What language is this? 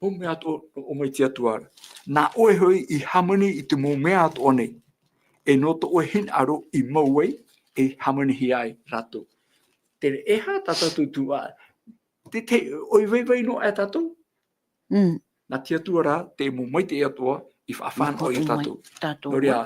Tahitian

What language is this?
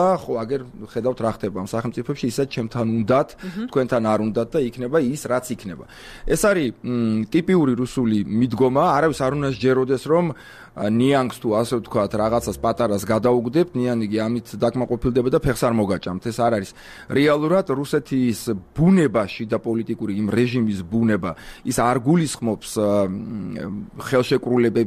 Georgian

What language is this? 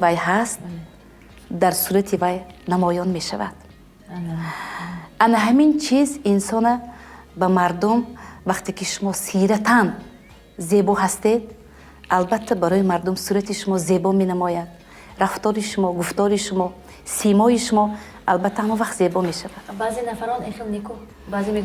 Tajik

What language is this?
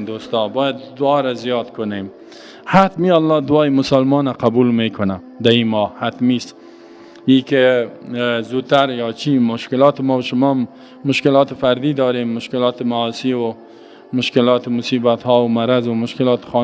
Persian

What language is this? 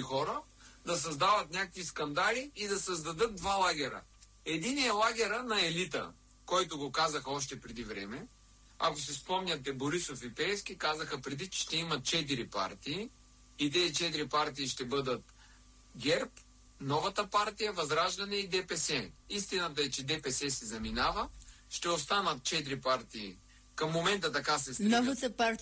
Bulgarian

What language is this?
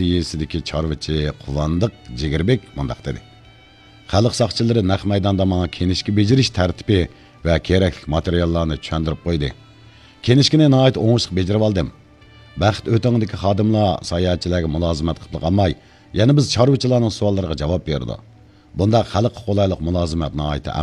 Uyghur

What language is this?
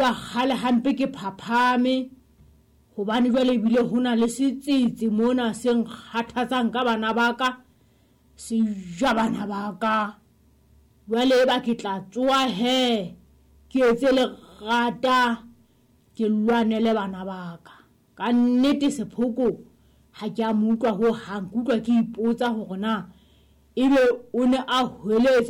Southern Sotho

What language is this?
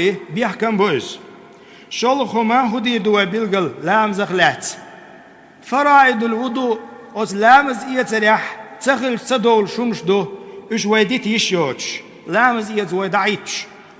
Chechen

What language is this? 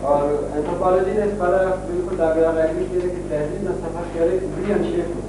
Brahui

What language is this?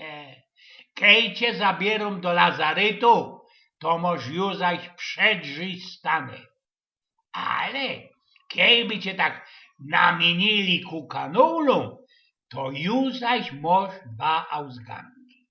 Silesian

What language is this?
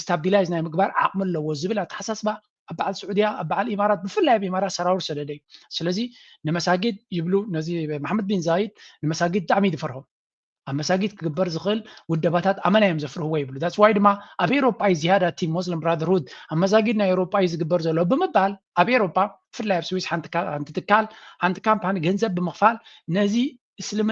Tigrinya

